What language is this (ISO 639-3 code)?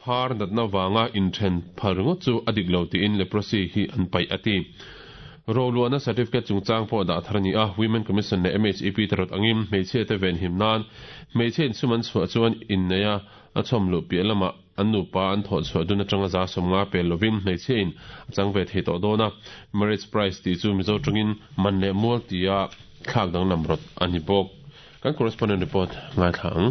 lus